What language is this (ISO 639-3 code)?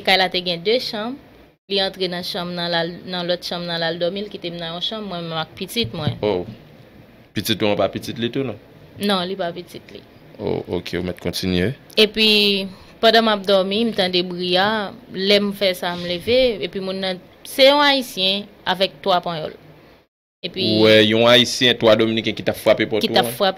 hat